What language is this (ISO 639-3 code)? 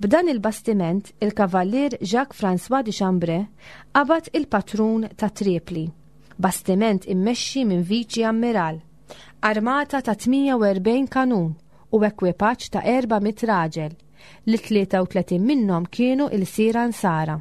mlt